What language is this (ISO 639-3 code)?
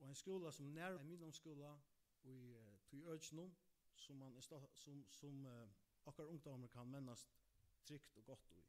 fao